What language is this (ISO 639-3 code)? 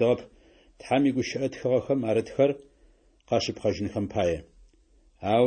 ady